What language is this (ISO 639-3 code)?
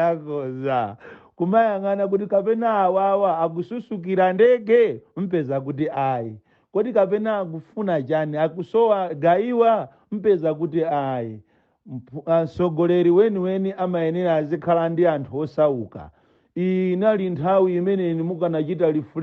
nya